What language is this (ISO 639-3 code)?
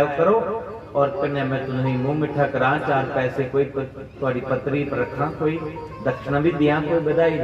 doi